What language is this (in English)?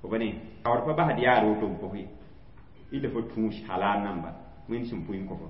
Mossi